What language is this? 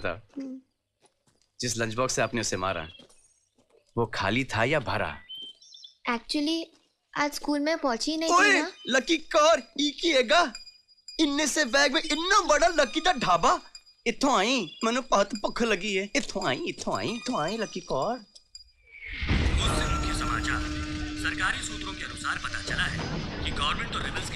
Hindi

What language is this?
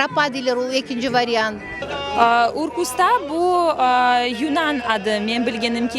Crimean Tatar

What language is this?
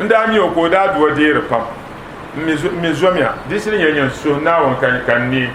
Dagbani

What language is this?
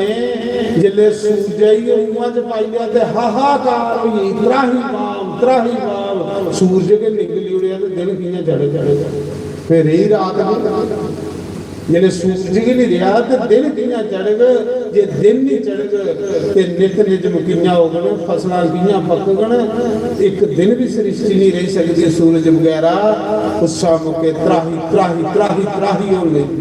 Dogri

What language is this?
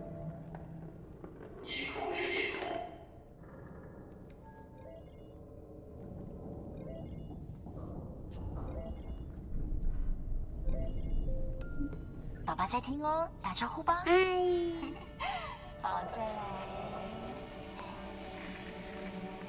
Chinese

